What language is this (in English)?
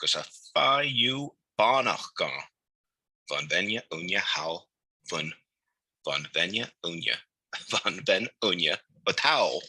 Scottish Gaelic